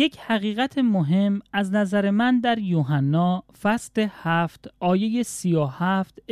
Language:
Persian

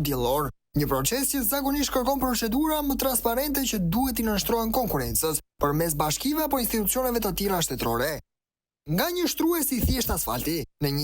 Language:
Albanian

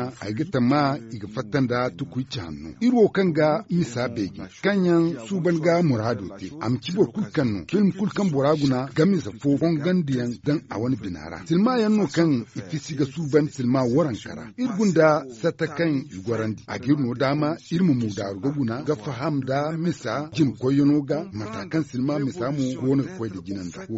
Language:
Zarma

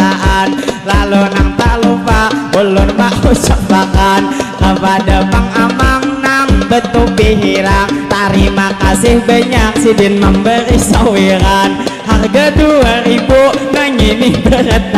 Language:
Banjar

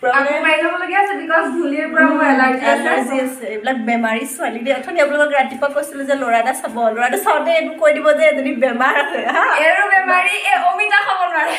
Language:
Assamese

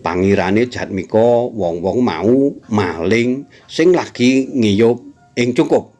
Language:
Javanese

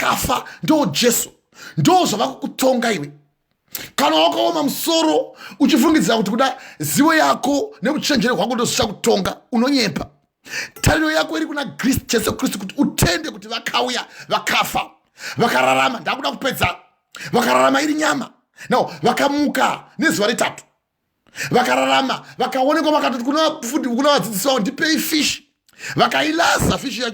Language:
Shona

